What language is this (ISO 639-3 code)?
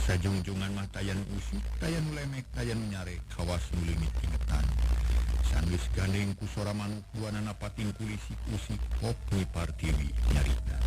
sun